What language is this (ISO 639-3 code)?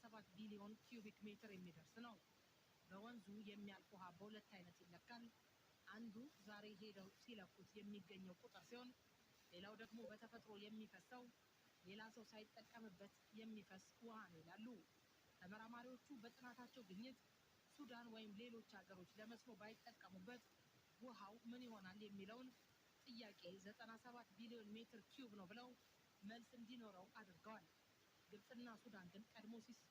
amh